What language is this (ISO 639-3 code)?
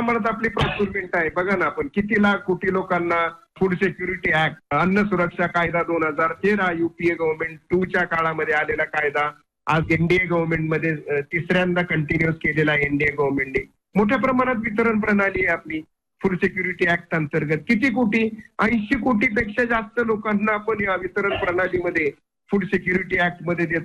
mar